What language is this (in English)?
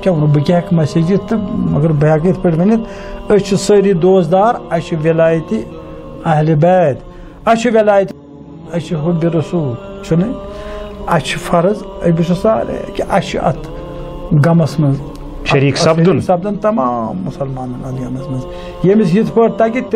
Kashmiri